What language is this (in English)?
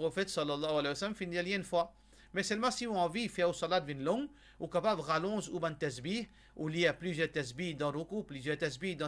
Morisyen